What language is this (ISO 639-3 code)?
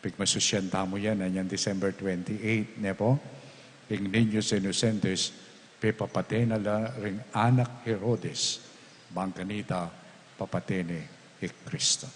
pam